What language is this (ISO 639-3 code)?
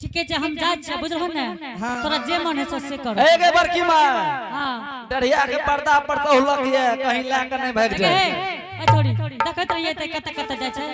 anp